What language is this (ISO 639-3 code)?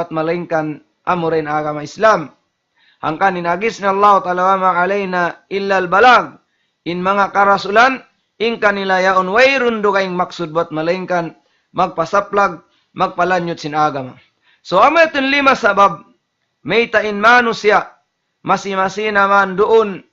tsg